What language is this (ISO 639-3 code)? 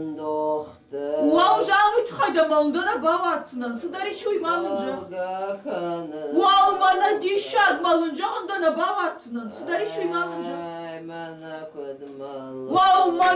oss